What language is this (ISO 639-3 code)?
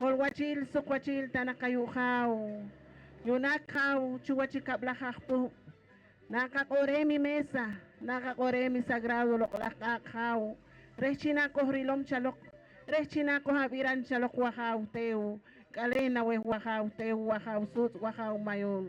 poh